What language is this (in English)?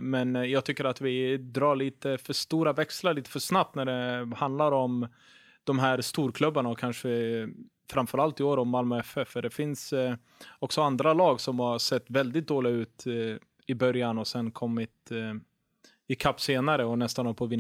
Swedish